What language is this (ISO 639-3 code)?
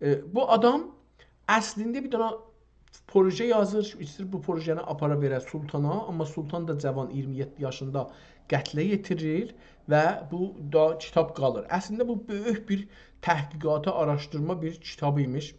azb